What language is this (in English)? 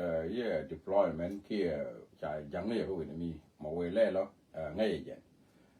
Nuer